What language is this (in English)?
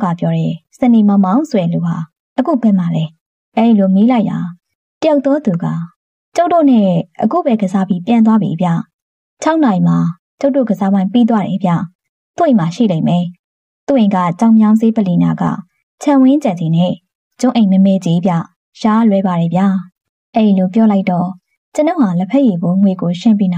Burmese